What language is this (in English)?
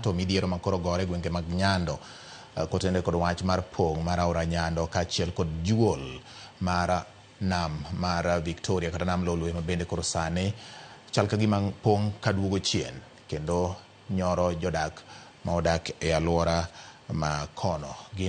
Luo (Kenya and Tanzania)